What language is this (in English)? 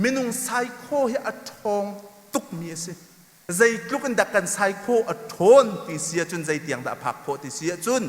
Hakha Chin